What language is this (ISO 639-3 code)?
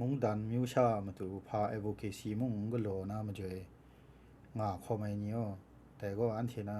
kac